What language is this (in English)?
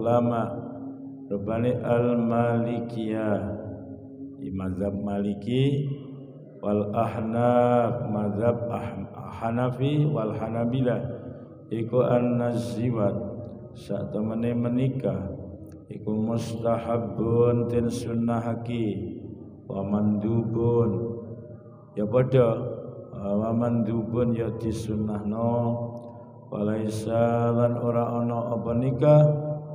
Javanese